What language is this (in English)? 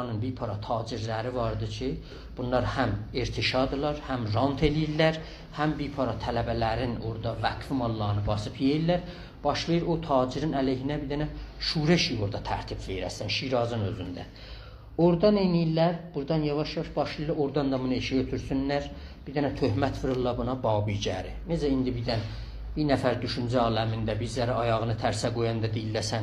South Azerbaijani